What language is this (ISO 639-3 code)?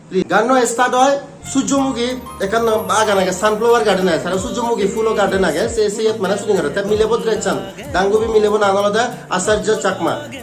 ccp